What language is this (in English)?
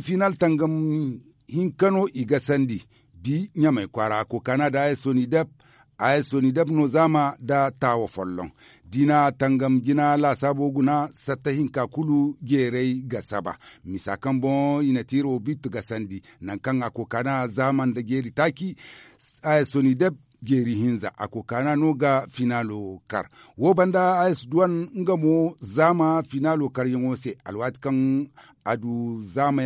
Zarma